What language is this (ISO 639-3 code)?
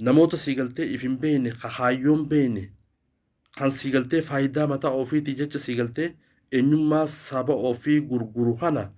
orm